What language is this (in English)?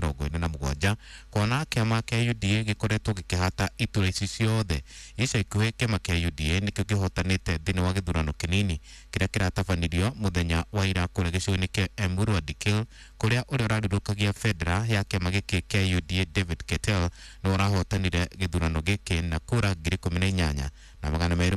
Kikuyu